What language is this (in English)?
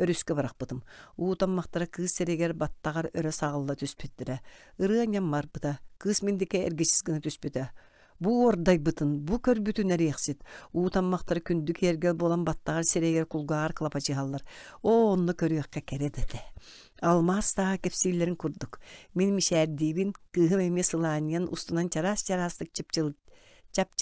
Yakut